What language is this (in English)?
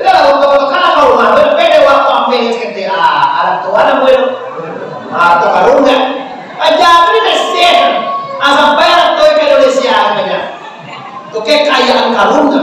Minangkabau